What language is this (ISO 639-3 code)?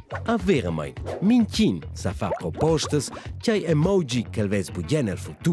roh